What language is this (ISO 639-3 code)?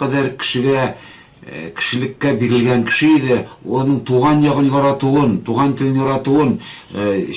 tat